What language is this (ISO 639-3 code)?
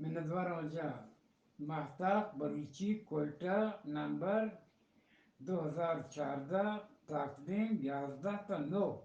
bgp